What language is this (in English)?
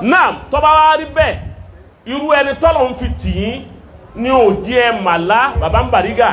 Yoruba